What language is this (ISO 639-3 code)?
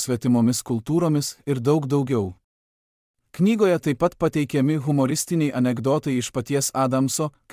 lit